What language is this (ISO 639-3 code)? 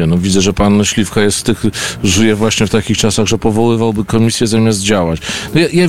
pol